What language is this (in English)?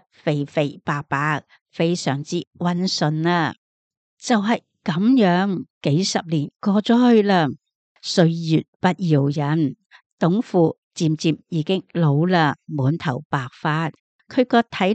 Cantonese